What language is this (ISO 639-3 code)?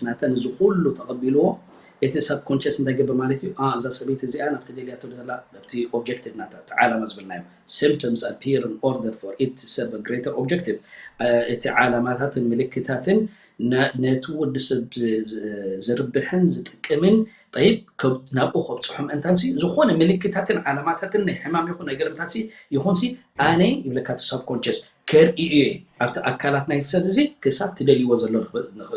tir